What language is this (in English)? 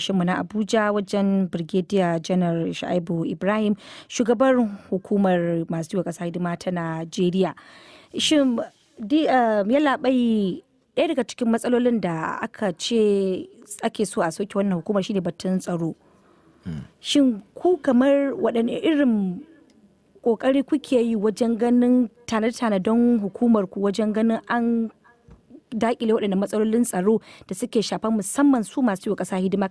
Hausa